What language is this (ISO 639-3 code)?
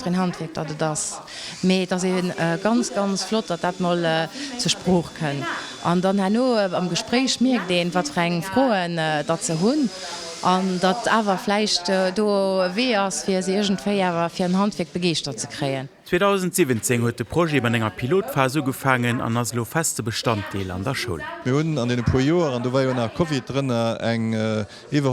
ltz